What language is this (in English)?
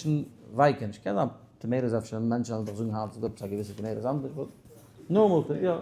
Yiddish